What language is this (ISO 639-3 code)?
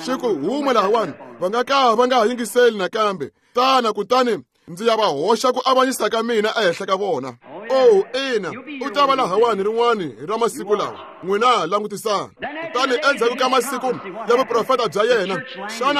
tso